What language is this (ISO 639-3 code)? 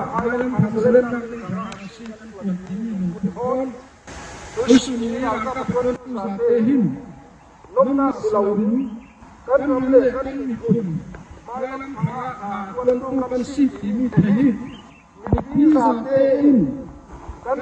cfm